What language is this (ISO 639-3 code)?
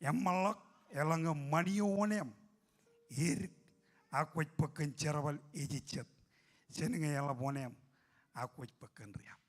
mah